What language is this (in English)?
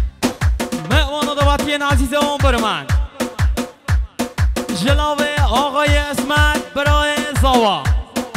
Persian